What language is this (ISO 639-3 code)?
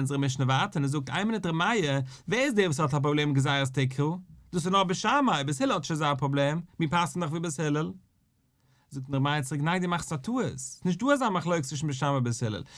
yid